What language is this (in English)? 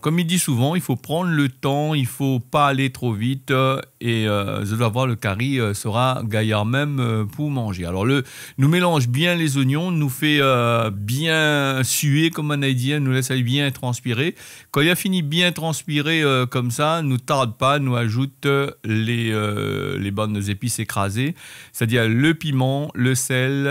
Réunion Creole French